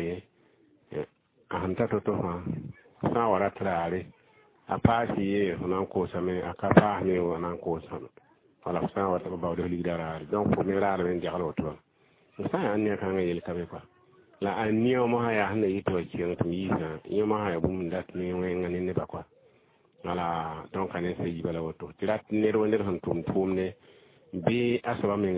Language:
Mossi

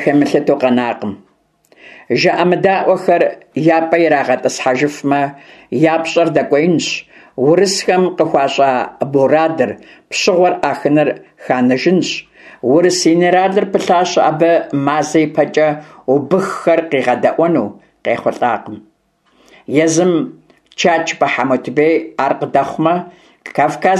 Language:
Kabardian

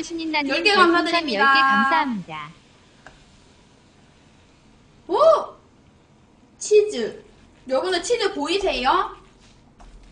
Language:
Korean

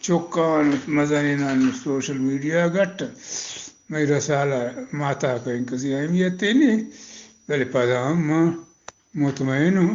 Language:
Eastern Balochi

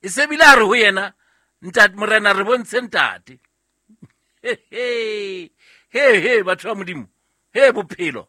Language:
Southern Sotho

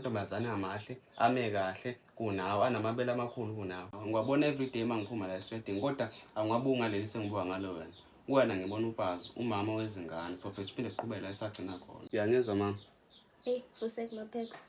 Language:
Zulu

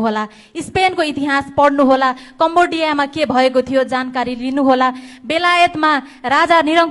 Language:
Nepali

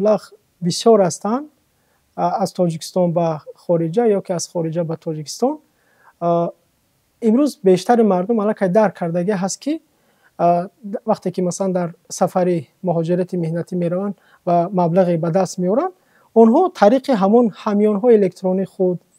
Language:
Tajik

